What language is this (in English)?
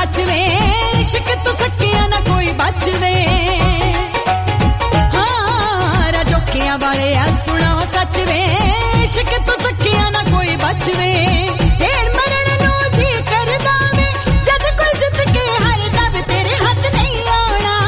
Punjabi